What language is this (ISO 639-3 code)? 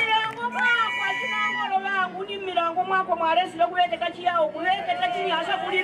nya